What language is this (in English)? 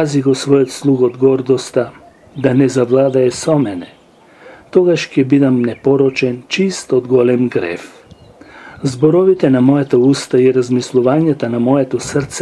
Macedonian